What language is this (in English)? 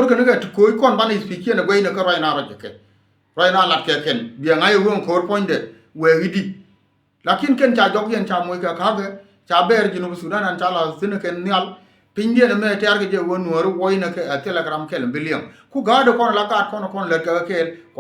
Nuer